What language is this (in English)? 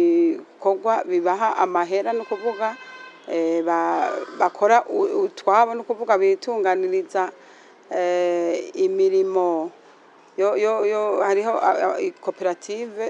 Rundi